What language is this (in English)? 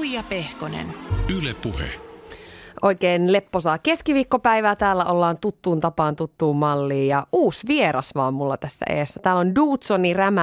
Finnish